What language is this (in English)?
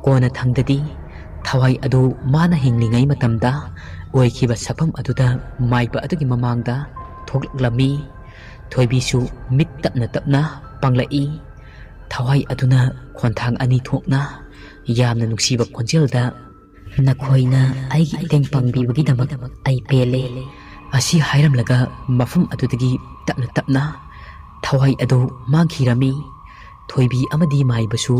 Manipuri